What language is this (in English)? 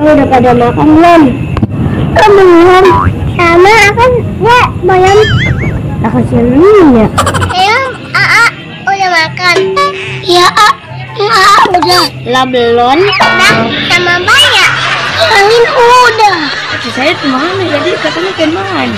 Betawi